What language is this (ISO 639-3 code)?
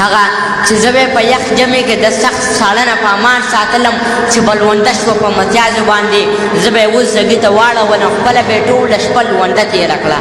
pus